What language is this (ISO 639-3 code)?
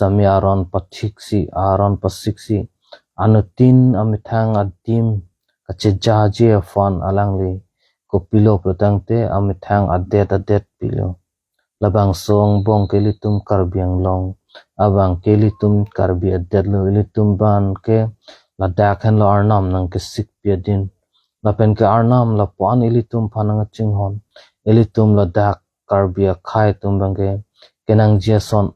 mjw